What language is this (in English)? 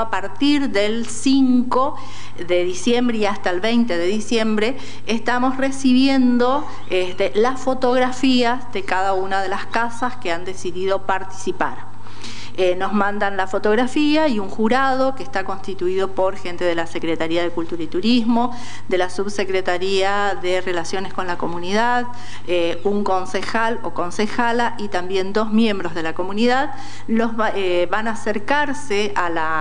Spanish